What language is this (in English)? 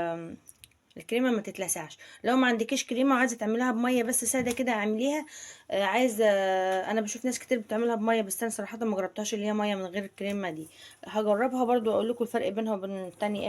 Egyptian Arabic